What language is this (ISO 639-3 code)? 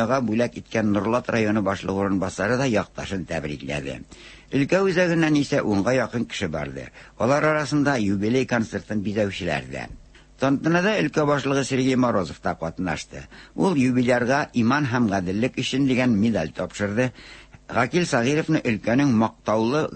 tat